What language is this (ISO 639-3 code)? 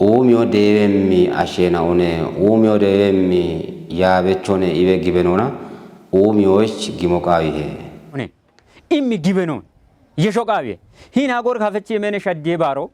kbr